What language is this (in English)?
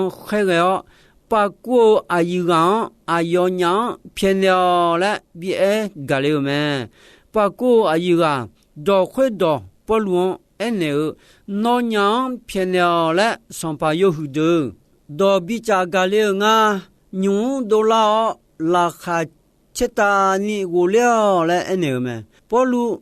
Akha